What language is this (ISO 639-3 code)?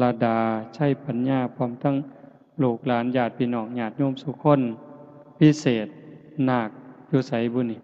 tts